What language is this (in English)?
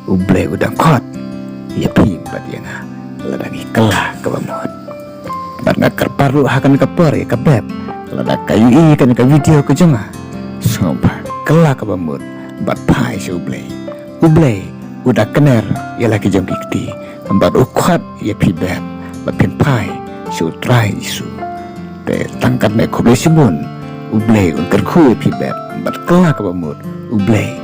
Khasi